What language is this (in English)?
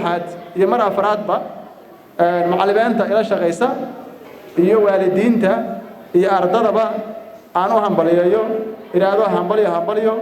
Somali